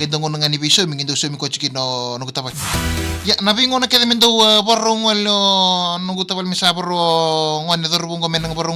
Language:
Fijian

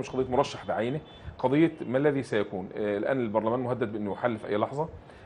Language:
Egyptian Arabic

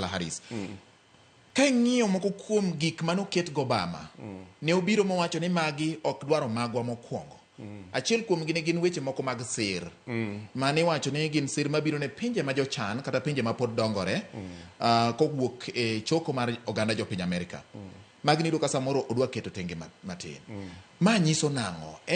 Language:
Luo (Kenya and Tanzania)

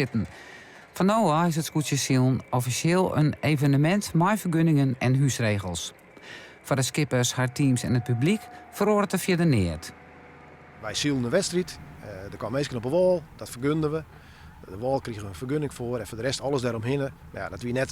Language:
Western Frisian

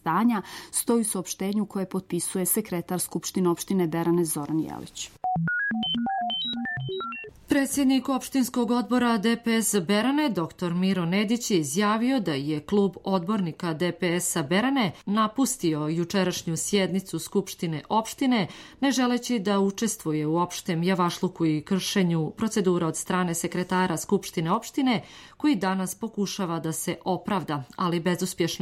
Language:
Serbian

